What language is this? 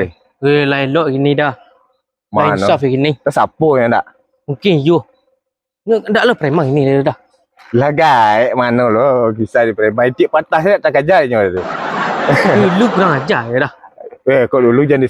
Minangkabau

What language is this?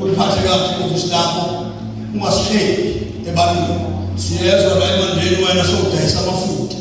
Zulu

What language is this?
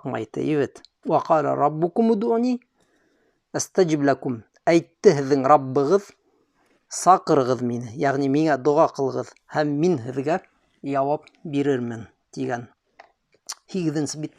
Bashkir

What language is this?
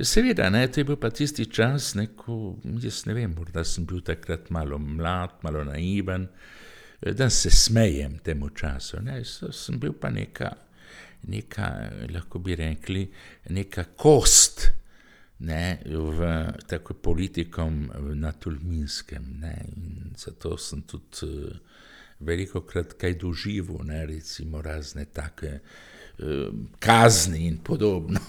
Slovenian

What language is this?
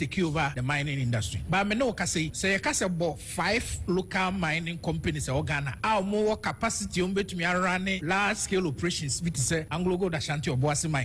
Akan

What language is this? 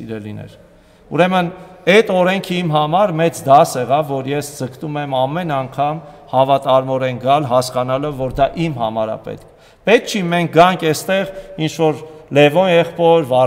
Armenian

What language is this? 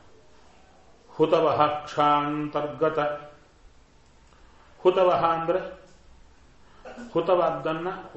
Kannada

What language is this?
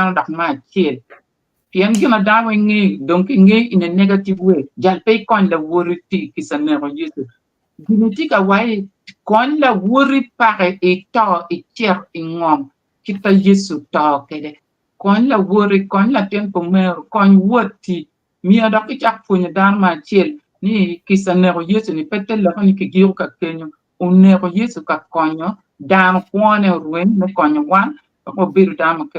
Acoli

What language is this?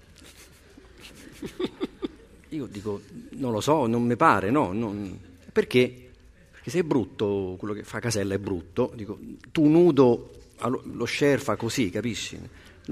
Italian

